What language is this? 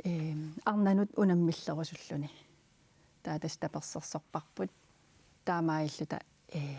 Kalaallisut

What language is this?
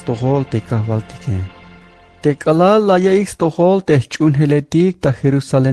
Tzeltal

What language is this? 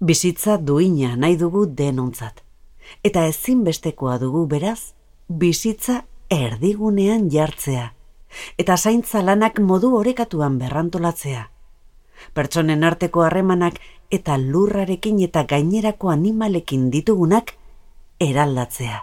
Basque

